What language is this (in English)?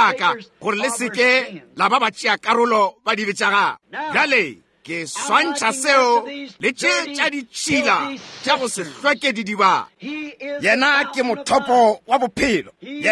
Northern Sotho